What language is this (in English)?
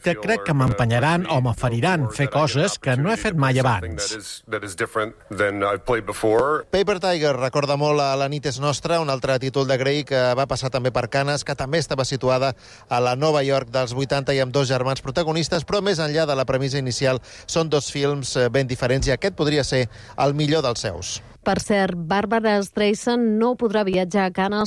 Catalan